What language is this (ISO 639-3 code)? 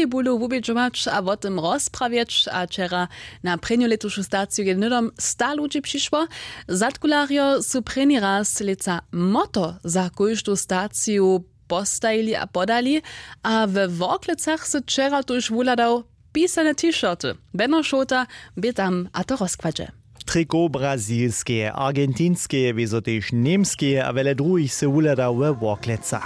hsb